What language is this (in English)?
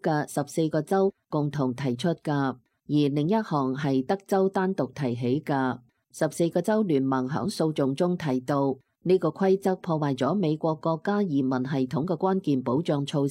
Cantonese